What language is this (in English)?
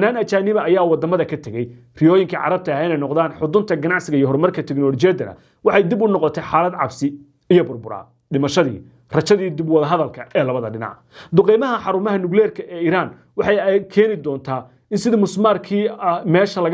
Somali